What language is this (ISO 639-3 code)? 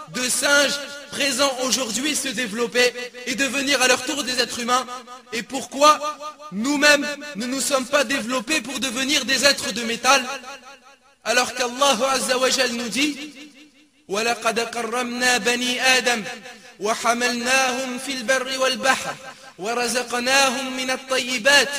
fra